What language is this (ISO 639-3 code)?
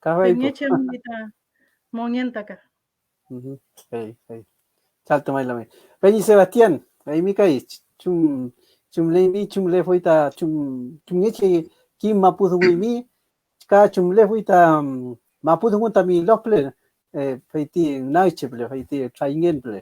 arn